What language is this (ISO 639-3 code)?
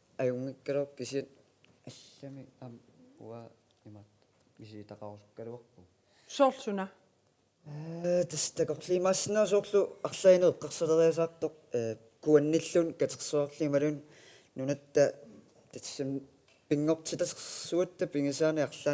kal